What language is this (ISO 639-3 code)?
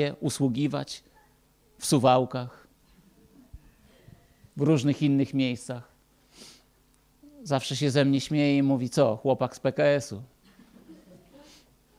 pol